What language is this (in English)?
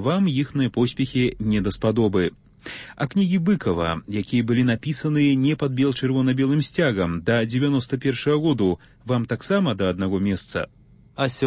Belarusian